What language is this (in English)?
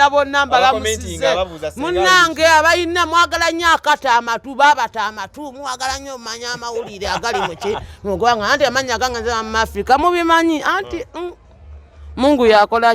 Ganda